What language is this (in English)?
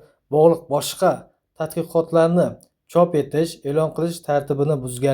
Uzbek